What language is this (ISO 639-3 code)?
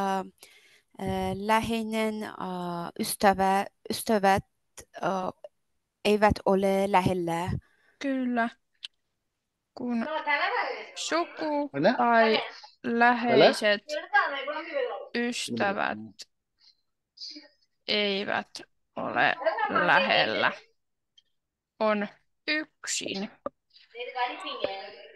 fin